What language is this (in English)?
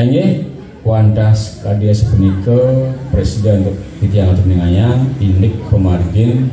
Balinese